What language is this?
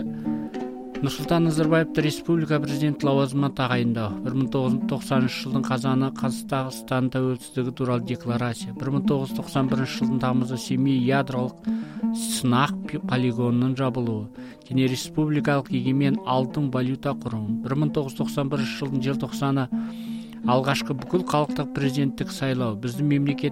Kazakh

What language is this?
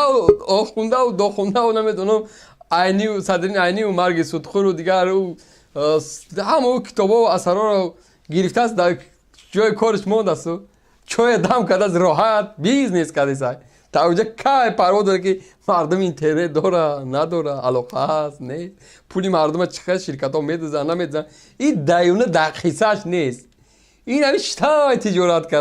Tajik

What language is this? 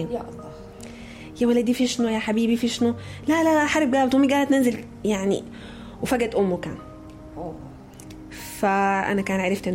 Sudanese Arabic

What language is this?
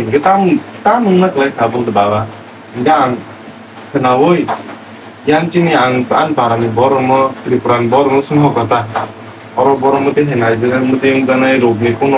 Kok Borok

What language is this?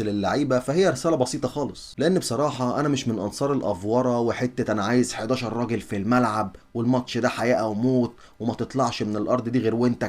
Egyptian Arabic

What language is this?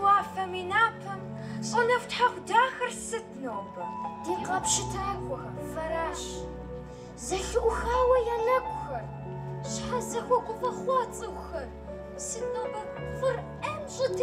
Kabardian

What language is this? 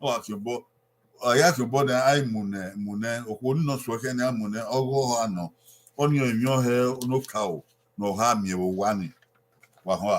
Bini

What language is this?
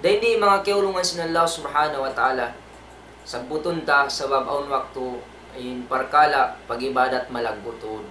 Tausug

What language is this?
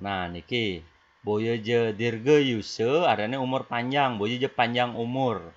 Balinese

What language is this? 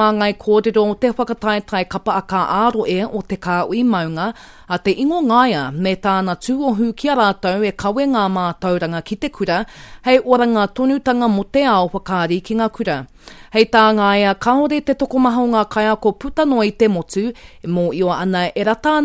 Māori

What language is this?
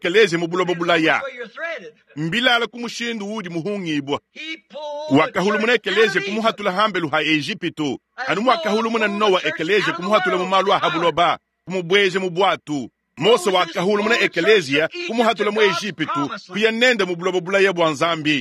Luba-Lulua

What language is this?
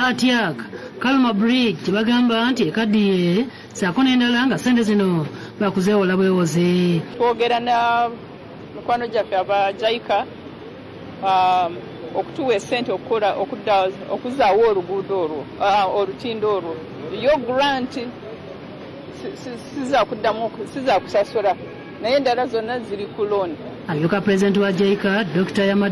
Ganda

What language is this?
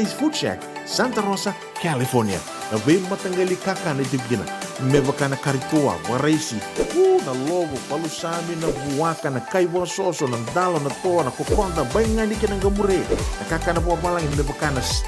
Fijian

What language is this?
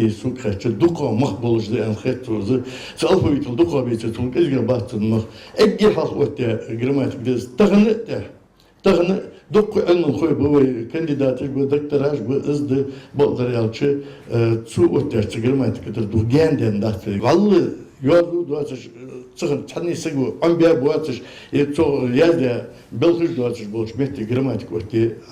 Ingush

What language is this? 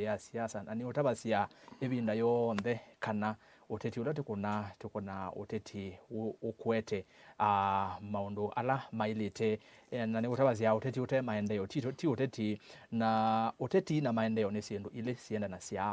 Kamba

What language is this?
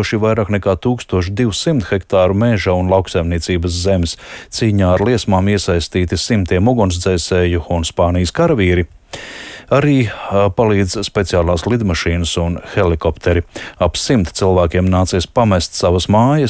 Latvian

